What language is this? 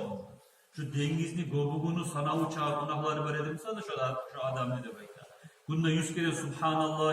Kumyk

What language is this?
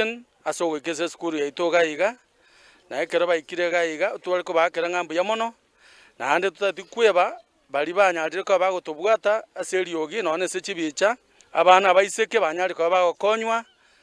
Gusii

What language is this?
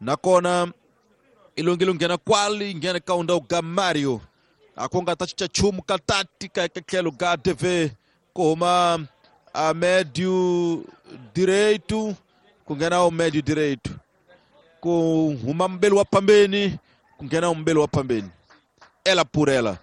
Tsonga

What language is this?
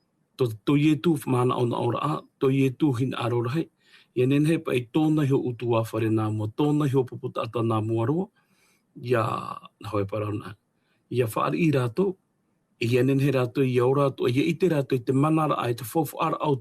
Tahitian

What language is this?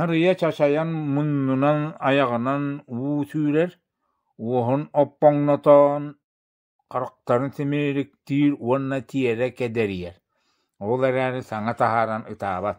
Yakut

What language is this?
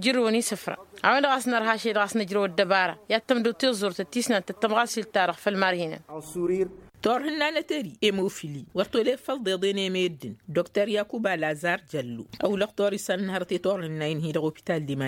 Tamasheq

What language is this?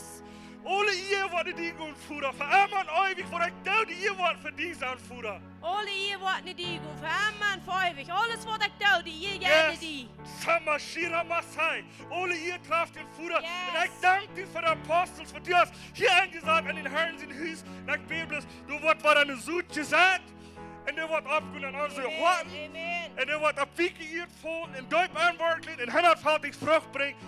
Plautdietsch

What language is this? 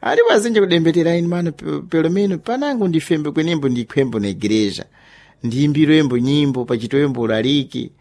Sena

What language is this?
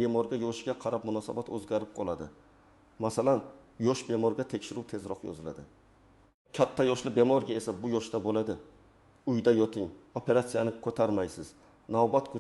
Uzbek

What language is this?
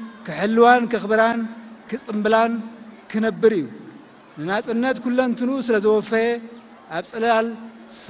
Tigrinya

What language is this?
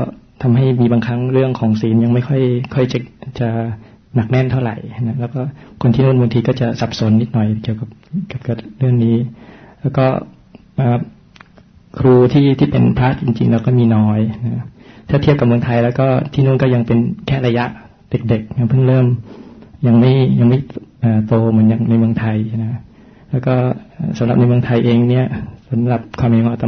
Thai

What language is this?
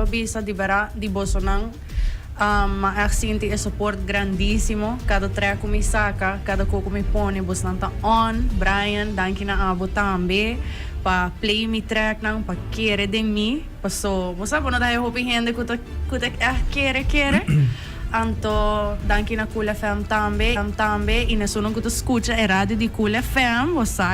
Papiamento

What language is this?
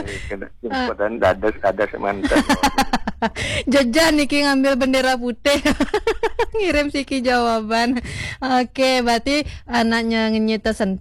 Balinese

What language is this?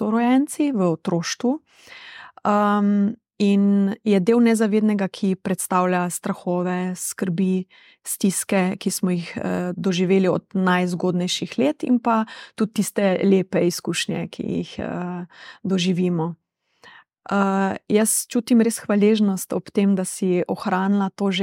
Slovenian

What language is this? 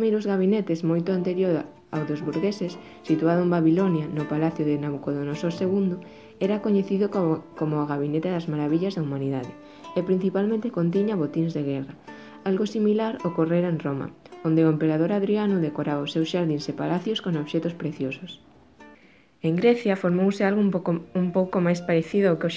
Galician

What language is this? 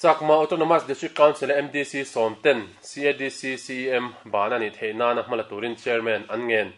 Mizo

